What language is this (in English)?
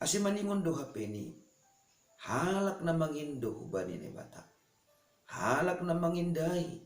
Batak Simalungun